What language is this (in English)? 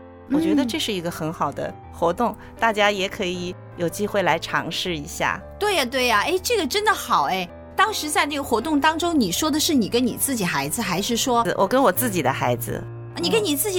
Chinese